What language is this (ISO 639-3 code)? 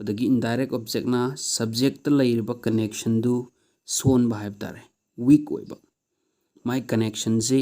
mni